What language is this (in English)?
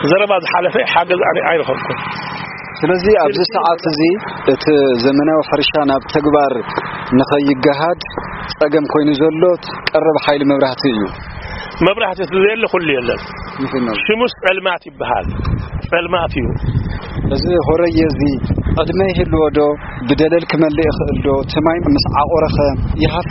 Tigrinya